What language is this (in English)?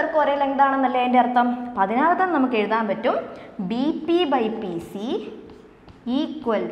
Malayalam